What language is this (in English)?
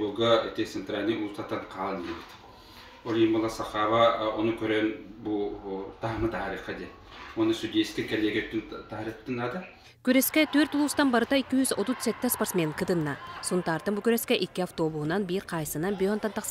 Yakut